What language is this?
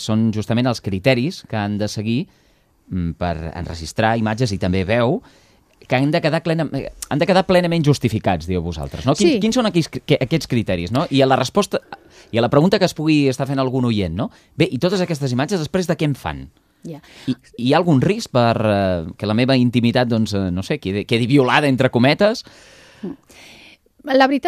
Catalan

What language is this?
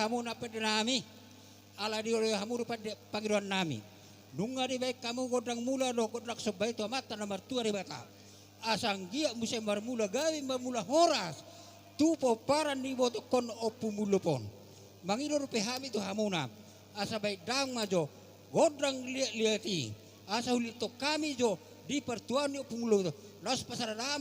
Batak Toba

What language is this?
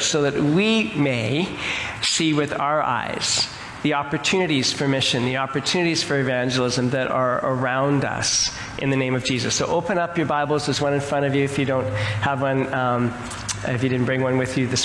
English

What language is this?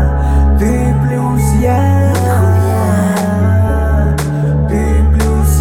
Russian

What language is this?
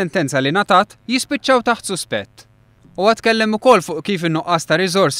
Maltese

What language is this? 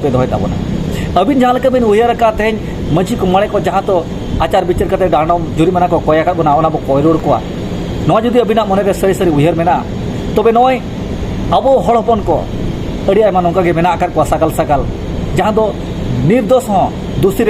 Santali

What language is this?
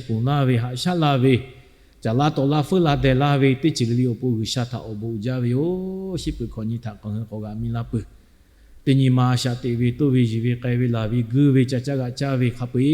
Lahu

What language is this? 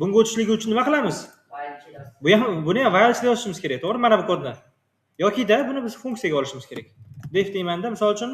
Uzbek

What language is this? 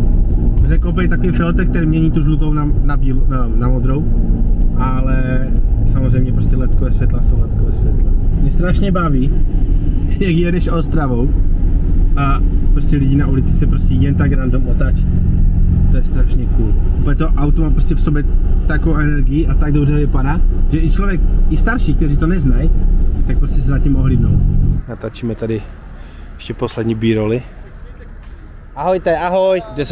Czech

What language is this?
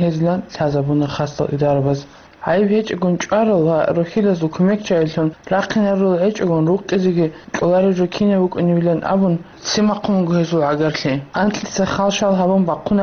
Avaric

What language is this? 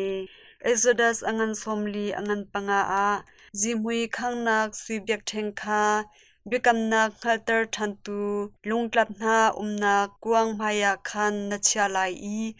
Hakha Chin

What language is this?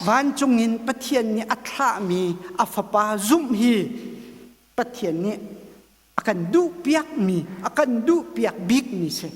Hakha Chin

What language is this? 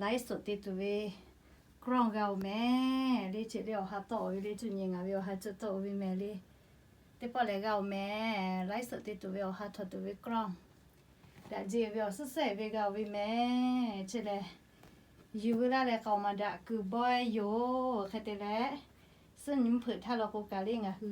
Lahu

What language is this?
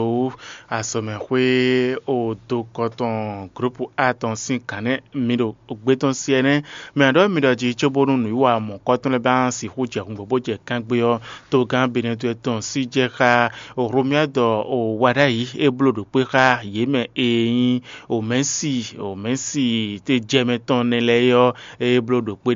Fon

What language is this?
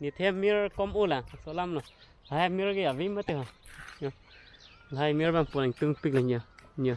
Karbi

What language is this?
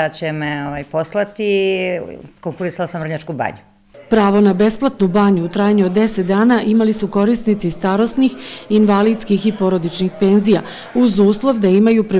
Serbian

